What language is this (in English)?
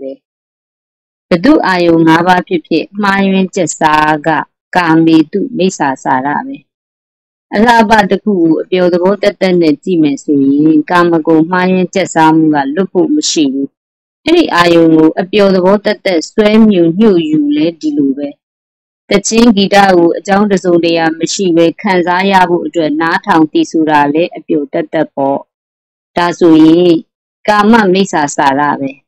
Burmese